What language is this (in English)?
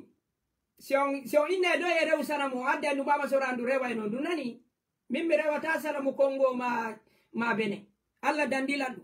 Fula